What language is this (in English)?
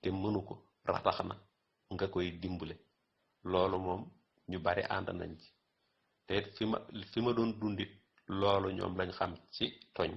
Wolof